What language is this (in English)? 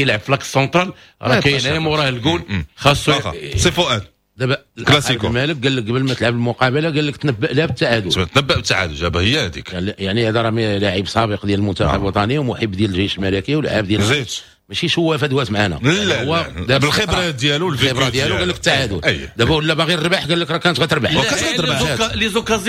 Moroccan Arabic